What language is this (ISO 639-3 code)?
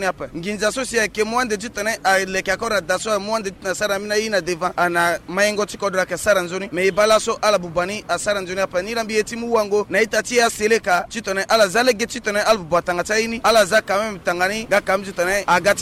sag